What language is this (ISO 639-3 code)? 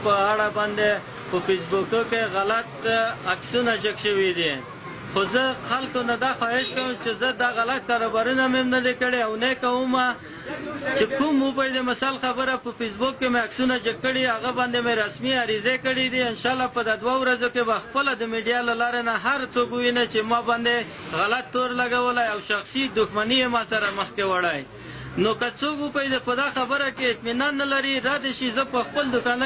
pus